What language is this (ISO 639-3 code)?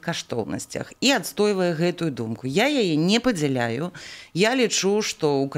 bel